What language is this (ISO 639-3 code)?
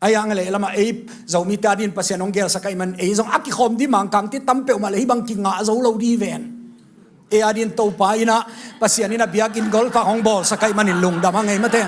ctd